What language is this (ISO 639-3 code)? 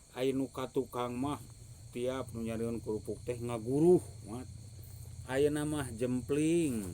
sun